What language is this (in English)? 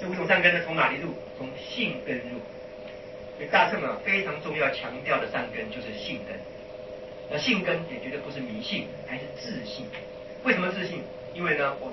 Chinese